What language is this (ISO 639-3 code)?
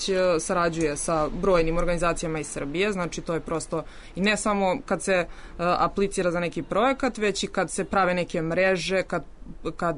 srp